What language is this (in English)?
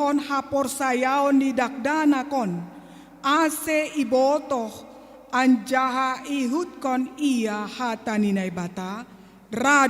Batak Simalungun